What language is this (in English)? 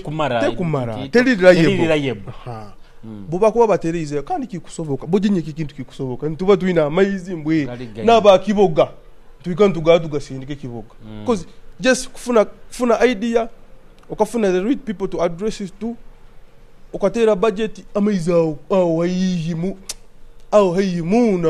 Nyoro